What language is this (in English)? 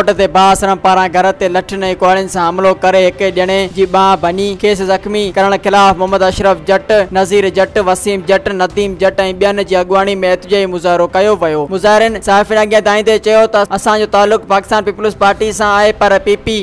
Sindhi